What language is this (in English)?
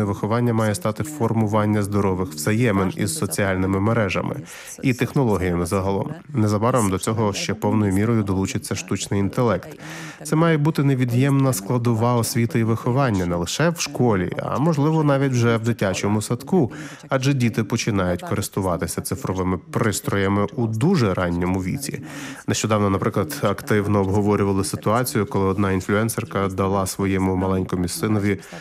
Ukrainian